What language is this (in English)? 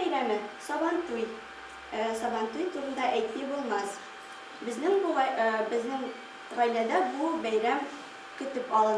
Tatar